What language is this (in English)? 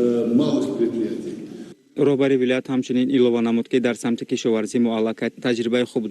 Tajik